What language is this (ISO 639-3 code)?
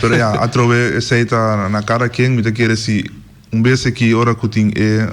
pap